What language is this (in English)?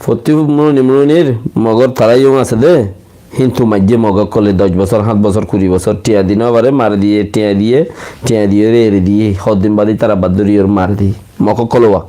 Rohingya